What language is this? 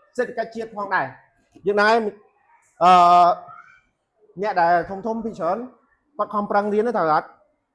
Khmer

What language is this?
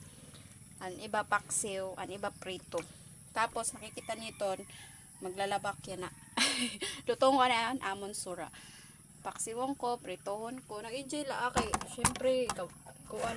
Waray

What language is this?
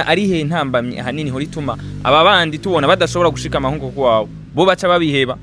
Rundi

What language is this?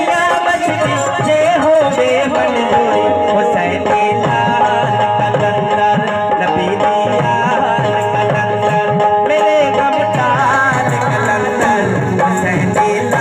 Saraiki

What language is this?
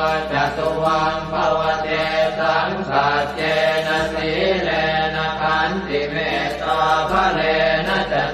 Pali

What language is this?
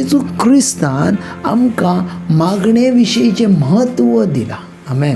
Konkani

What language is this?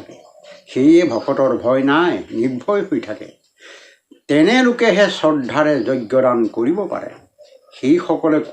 Assamese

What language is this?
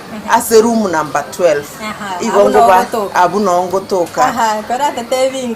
Gusii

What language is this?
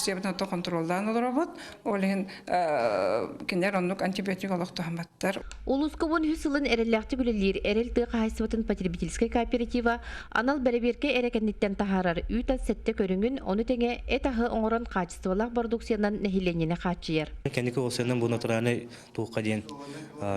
Yakut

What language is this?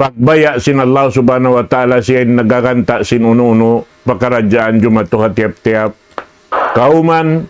Tausug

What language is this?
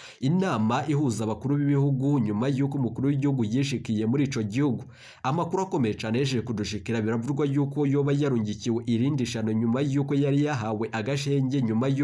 Rundi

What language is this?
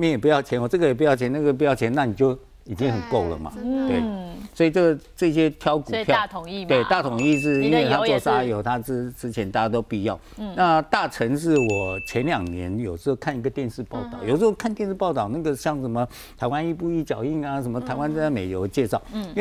Chinese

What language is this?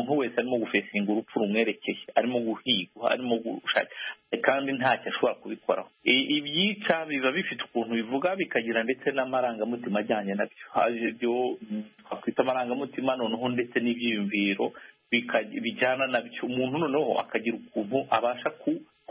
Kinyarwanda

